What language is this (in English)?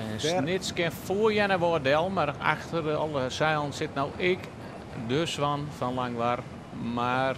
Western Frisian